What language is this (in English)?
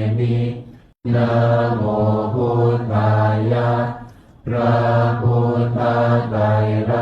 Pali